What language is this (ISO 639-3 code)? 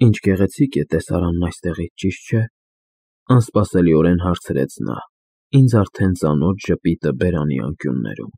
hye